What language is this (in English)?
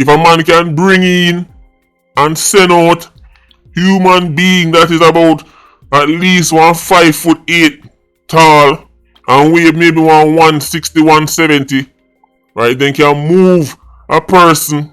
Jamaican Creole English